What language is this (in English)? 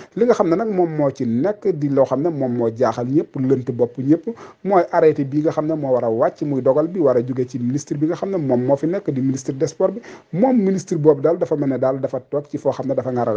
Wolof